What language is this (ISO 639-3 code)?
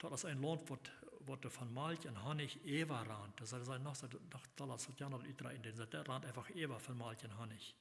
pdt